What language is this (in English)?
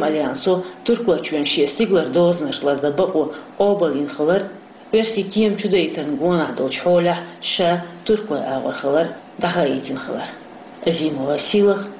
Chechen